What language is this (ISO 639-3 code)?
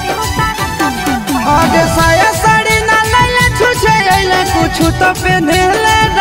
mag